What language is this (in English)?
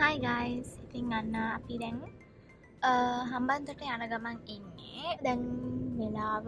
Sinhala